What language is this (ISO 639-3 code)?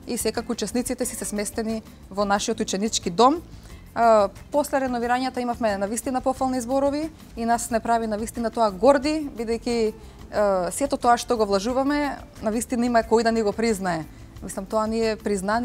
mkd